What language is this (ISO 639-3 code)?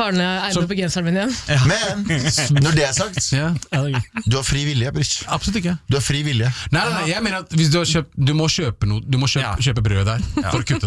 nor